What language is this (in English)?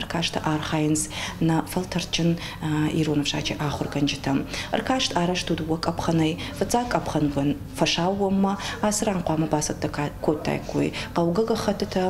Ossetic